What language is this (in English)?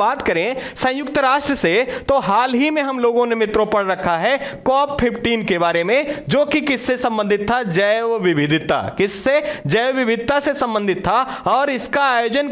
Hindi